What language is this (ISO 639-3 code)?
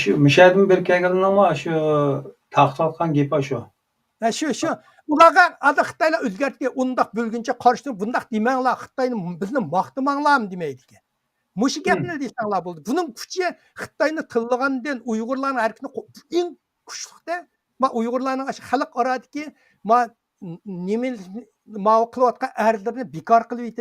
uig